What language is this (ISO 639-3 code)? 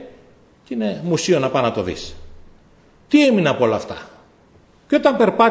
ell